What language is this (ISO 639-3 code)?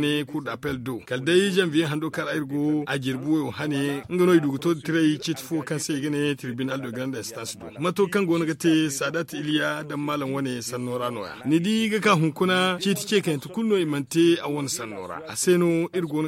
dje